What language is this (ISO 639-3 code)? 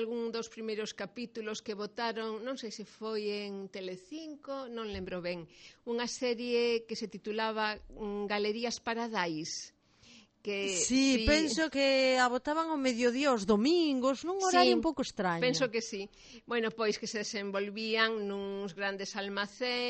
glg